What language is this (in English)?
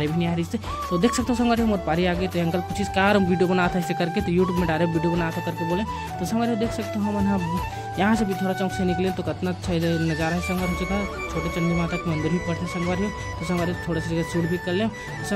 Chhattisgarhi